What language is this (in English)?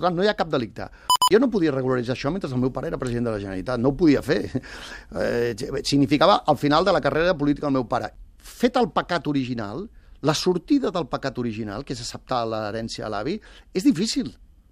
Catalan